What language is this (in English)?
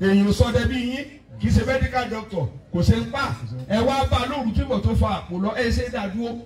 Yoruba